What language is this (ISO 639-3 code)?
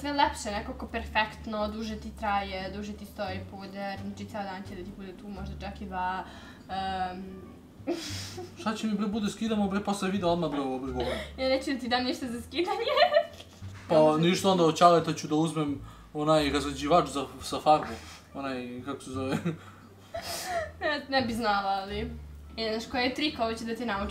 srp